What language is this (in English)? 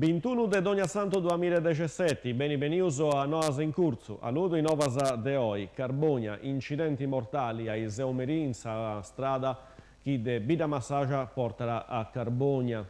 Sardinian